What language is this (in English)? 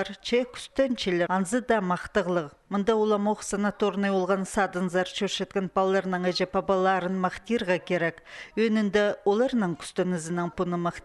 Khakas